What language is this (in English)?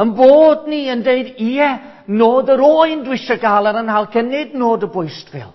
Welsh